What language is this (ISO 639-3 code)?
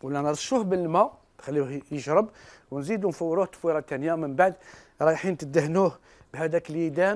arq